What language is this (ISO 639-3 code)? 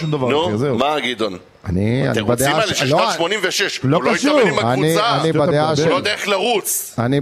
heb